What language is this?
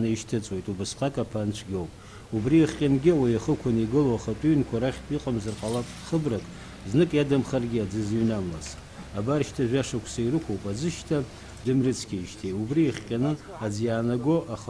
Abkhazian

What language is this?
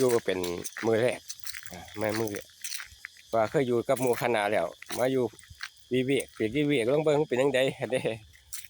Northeastern Thai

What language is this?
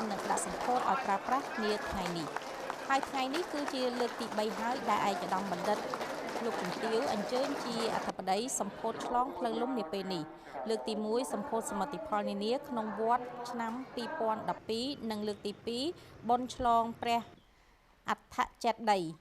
Khmer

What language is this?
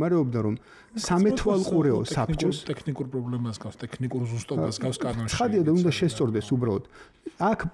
Georgian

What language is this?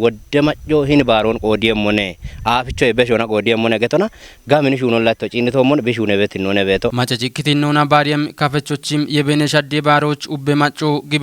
Kafa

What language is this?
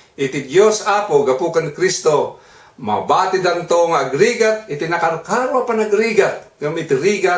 Iloko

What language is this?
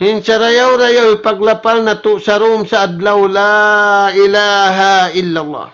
Tausug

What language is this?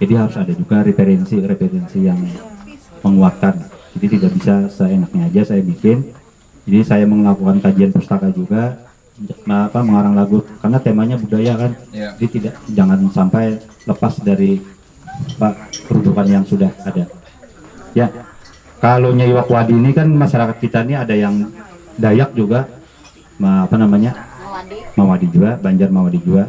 Banjar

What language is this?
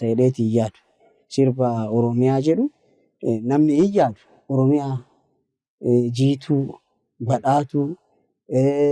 Oromo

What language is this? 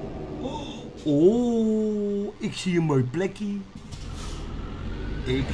Dutch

